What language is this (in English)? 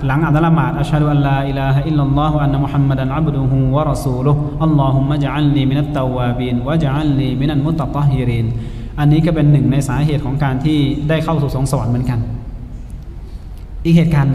Thai